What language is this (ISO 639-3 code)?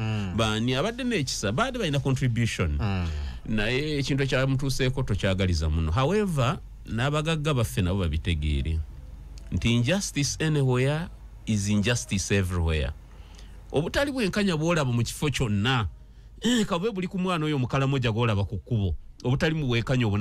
lug